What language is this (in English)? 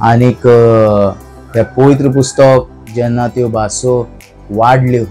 Konkani